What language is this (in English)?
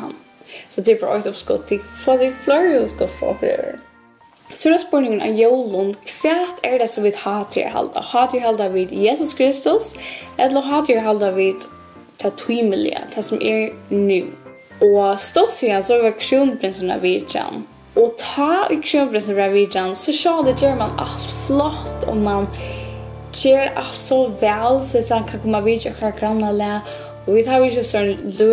Faroese